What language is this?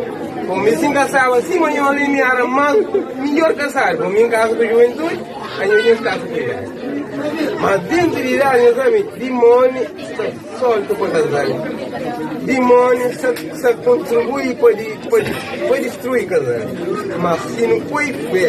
Kabuverdianu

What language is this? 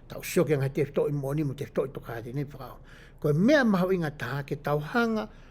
Tongan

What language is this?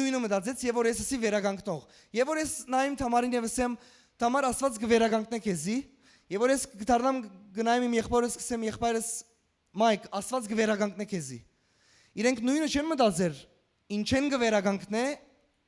Western Armenian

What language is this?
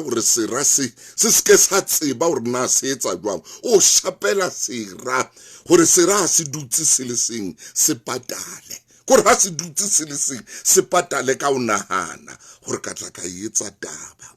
Southern Sotho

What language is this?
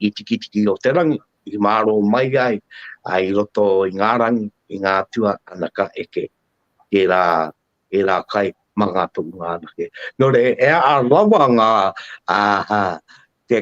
Māori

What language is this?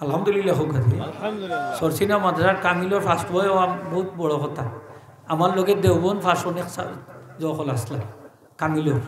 Sylheti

